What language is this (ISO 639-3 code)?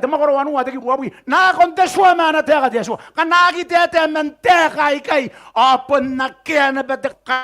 gil